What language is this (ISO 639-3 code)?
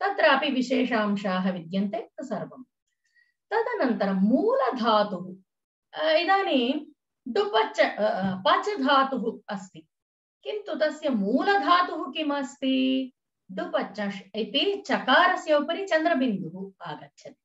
san